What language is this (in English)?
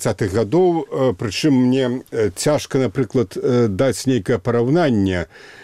Belarusian